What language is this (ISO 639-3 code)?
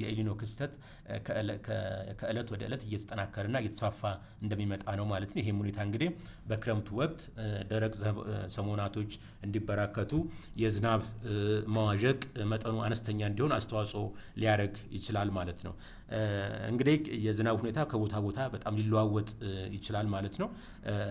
amh